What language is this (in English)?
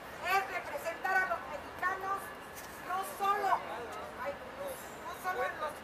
Spanish